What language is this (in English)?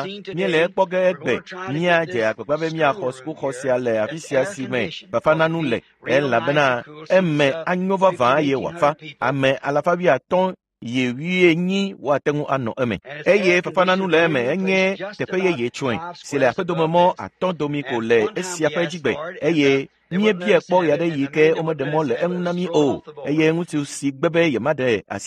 Ewe